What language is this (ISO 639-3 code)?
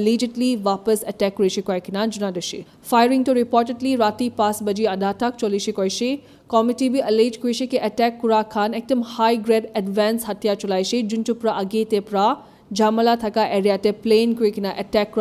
nag